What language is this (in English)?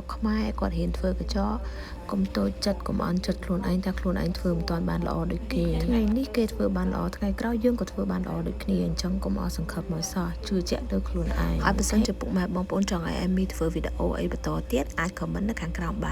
Khmer